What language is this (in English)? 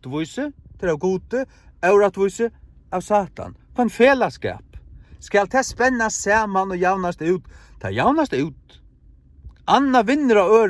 Faroese